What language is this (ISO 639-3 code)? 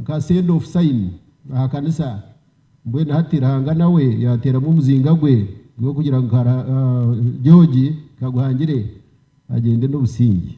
nyn